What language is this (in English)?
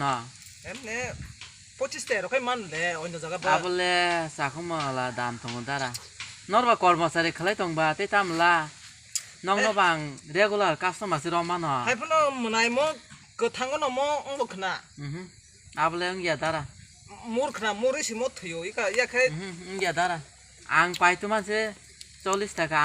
Kok Borok